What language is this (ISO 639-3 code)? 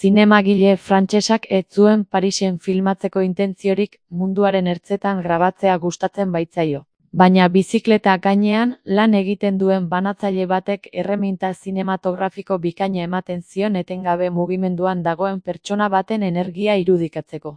eus